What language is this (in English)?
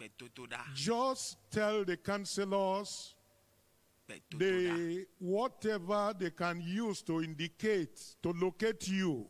Ewe